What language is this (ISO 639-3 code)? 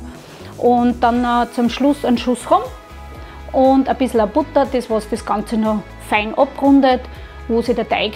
bar